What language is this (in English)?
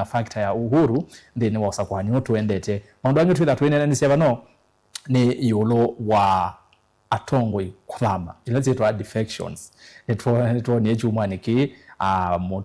Kamba